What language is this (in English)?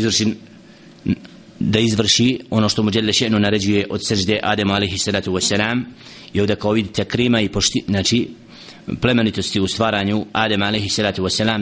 Bosnian